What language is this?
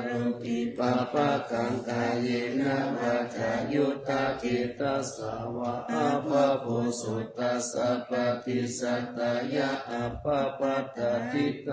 Pali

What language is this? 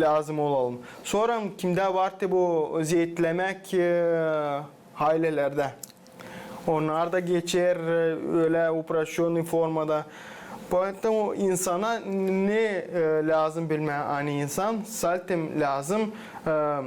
Gagauz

